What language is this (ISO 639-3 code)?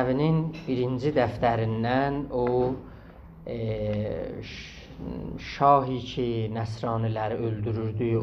azb